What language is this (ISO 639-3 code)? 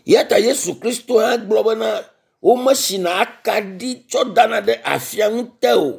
ewe